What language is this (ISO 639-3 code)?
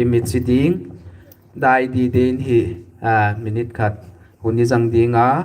pck